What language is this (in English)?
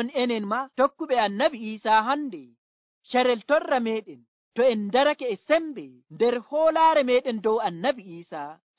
Nigerian Fulfulde